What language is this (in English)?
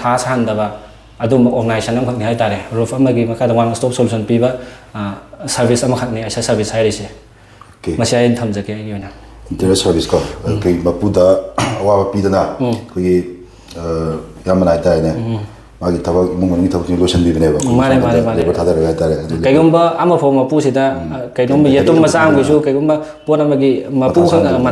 Manipuri